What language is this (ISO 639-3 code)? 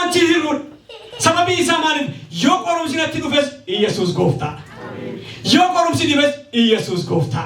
orm